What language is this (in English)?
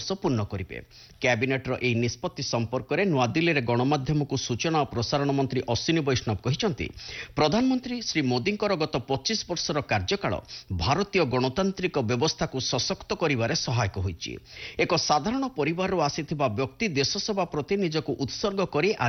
Odia